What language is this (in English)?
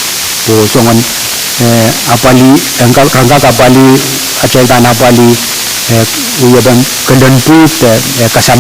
Pohnpeian